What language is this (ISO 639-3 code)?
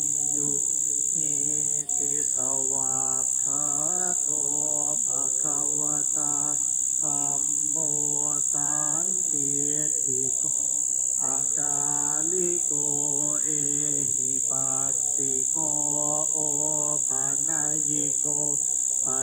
pli